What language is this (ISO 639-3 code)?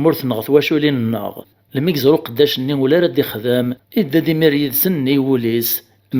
kab